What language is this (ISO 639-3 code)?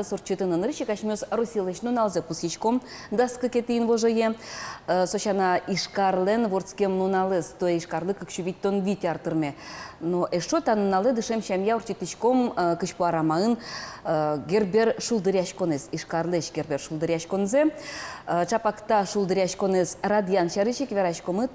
udm